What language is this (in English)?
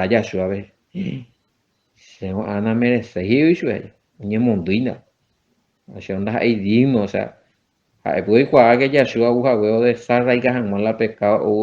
Guarani